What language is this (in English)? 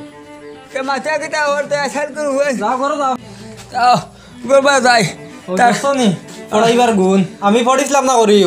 Sylheti